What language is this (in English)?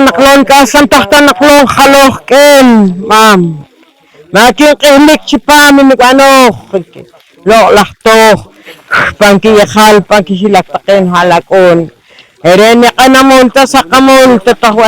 Poqomchi'